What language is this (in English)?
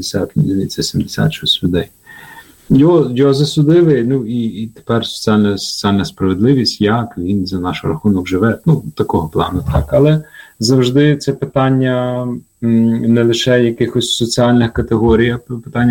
Ukrainian